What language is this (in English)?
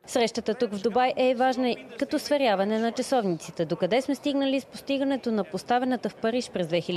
Bulgarian